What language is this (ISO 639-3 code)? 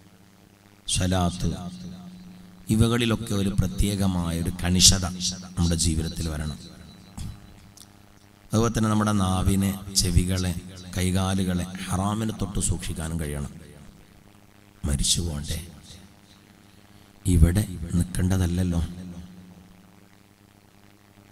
mal